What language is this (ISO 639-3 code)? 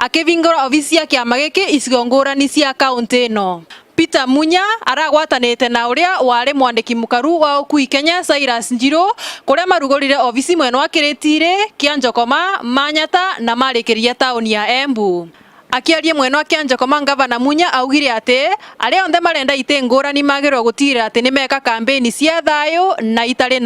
mer